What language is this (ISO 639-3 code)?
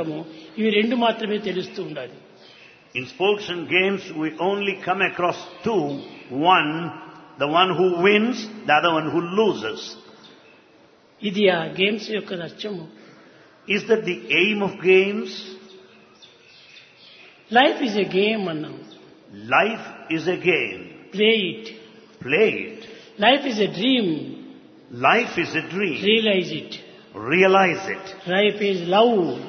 tel